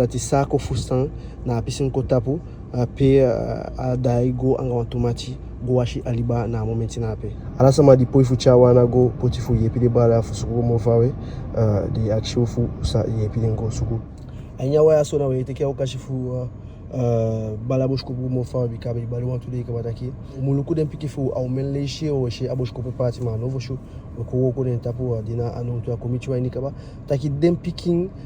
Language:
Eastern Maroon Creole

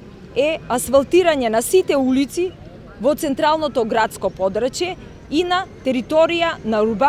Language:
Macedonian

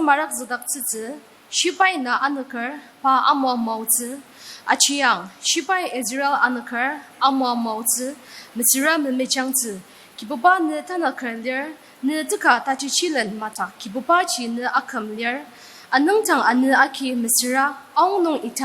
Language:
Ao Naga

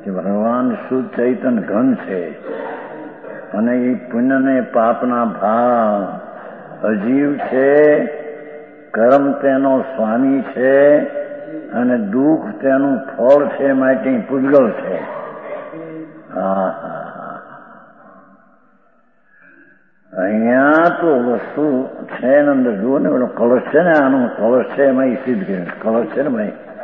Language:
Gujarati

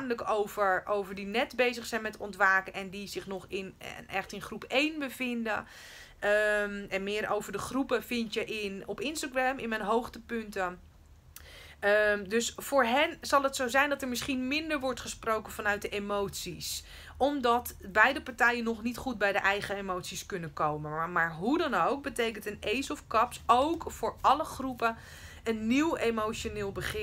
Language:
Dutch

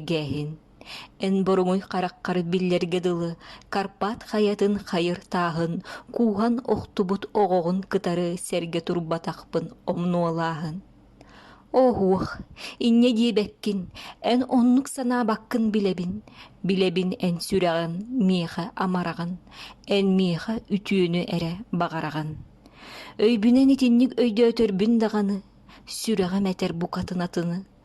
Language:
Yakut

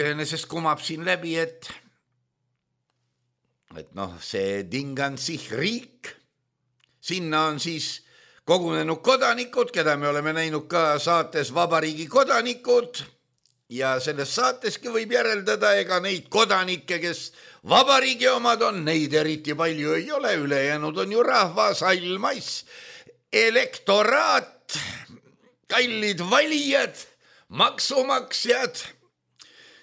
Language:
Estonian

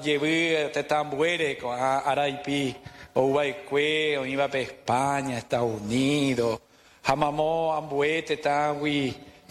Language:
Guarani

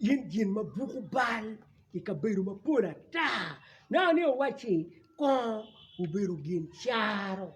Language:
Acoli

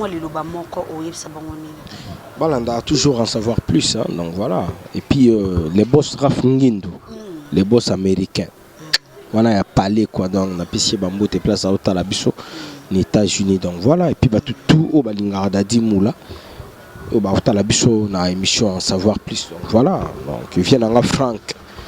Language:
Lingala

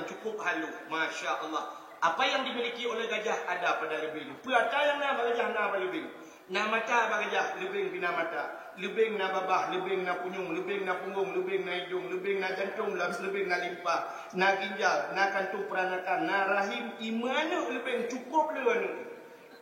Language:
Achinese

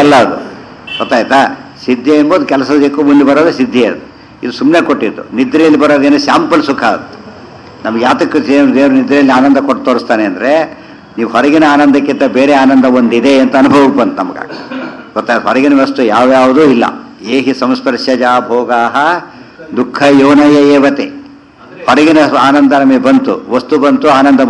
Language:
Kannada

